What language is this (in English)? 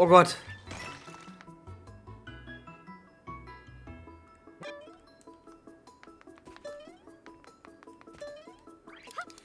German